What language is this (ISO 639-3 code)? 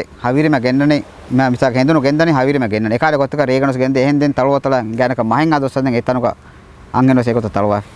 div